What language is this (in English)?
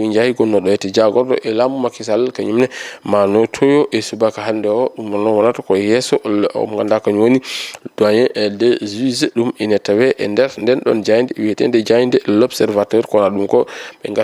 Fula